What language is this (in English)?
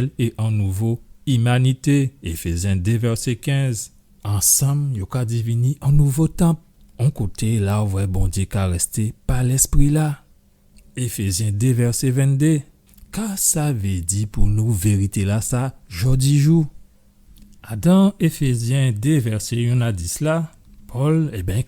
Guadeloupean Creole French